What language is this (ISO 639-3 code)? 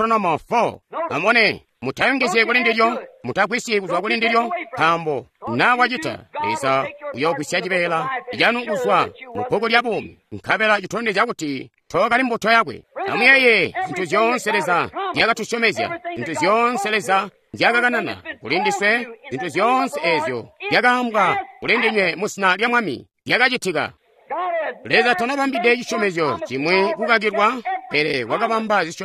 toi